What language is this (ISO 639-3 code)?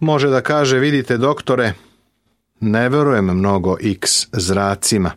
srp